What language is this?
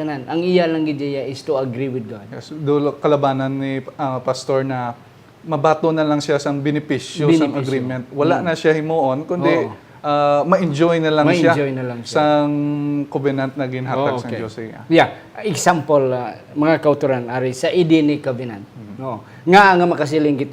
Hiligaynon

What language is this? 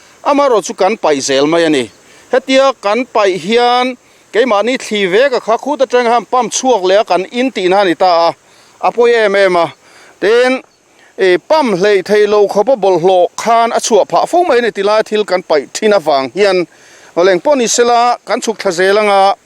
Mizo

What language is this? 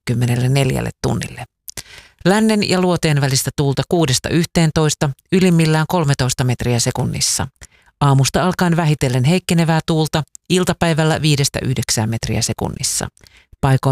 Finnish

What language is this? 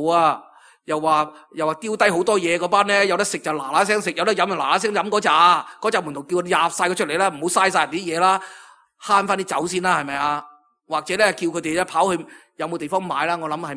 Cantonese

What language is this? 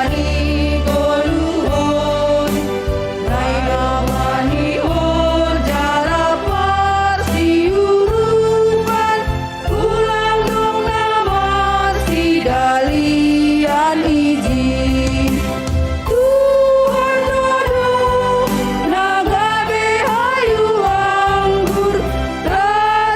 Batak Simalungun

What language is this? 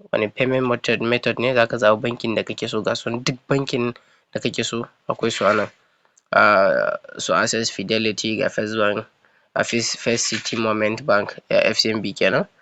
Hausa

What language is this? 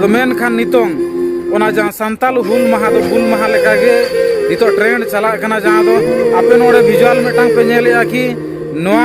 Santali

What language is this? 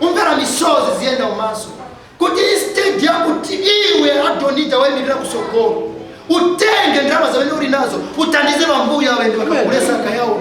Nyanja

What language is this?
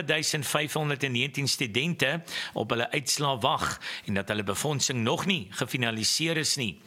Afrikaans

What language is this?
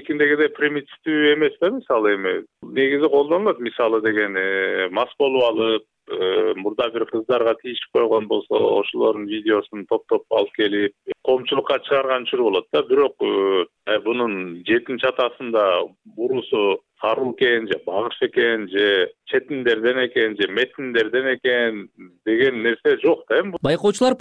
Kyrgyz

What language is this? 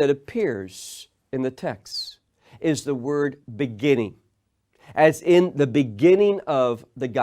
English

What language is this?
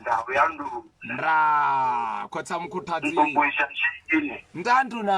Venda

